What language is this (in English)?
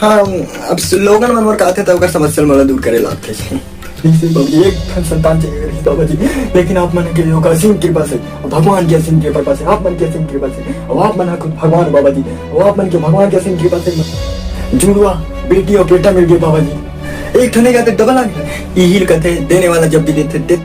Chhattisgarhi